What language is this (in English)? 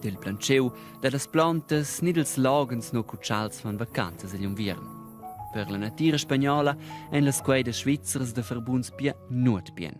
Romansh